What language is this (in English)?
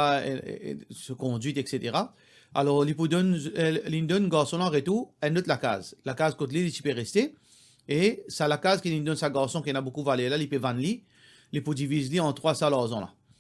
Morisyen